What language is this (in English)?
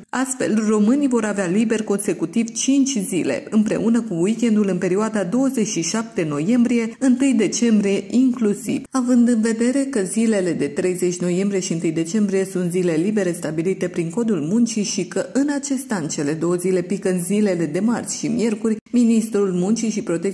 Romanian